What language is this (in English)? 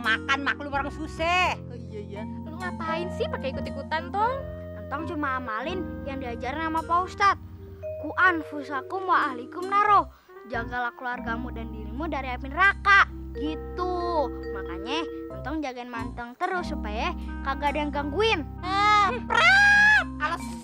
Betawi